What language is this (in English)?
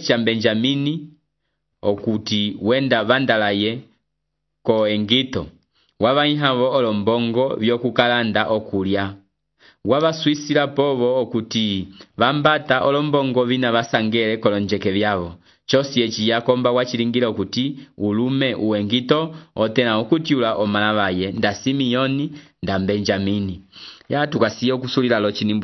Umbundu